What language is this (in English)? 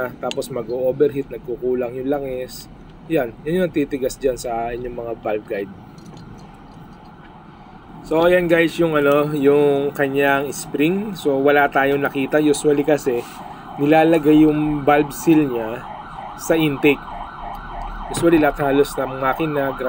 Filipino